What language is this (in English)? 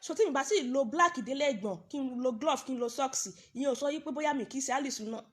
Yoruba